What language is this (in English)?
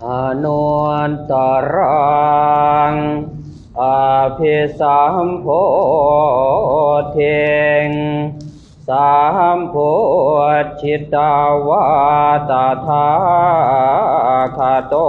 Pali